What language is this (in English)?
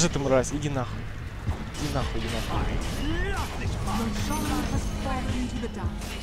Russian